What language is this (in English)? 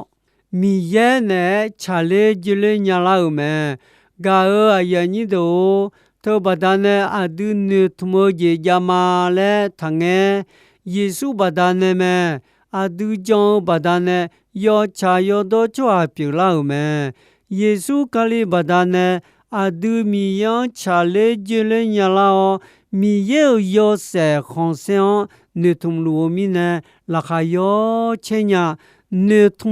Akha